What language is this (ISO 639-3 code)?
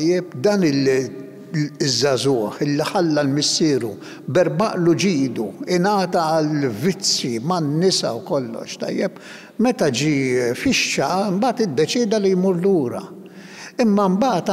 mlt